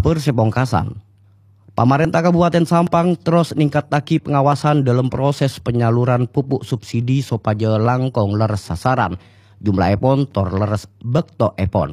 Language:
Madurese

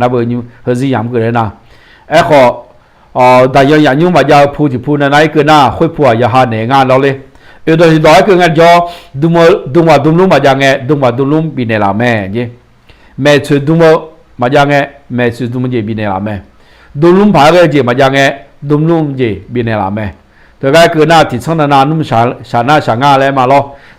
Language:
Akha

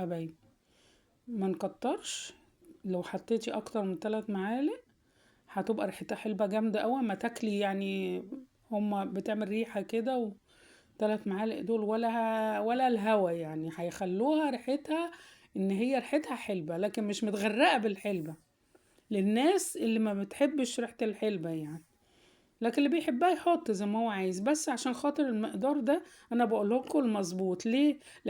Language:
Egyptian Arabic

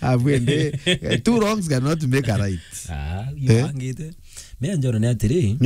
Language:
Meru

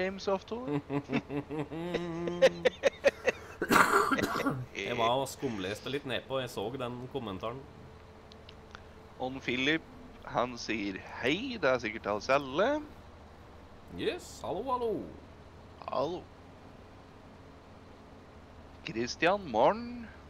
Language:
Norwegian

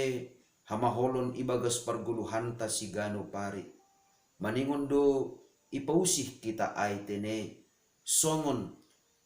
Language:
Batak Simalungun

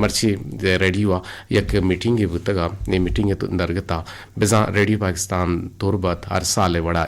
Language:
Eastern Balochi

